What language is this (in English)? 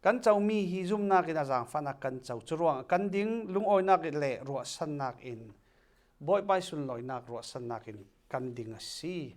Falam Chin